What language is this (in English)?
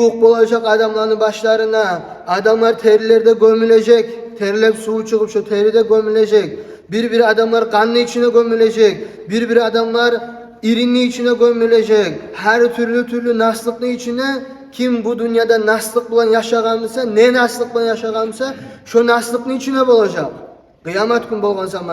Kumyk